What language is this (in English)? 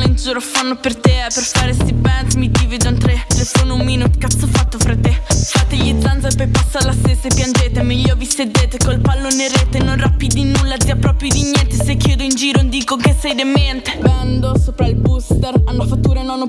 Italian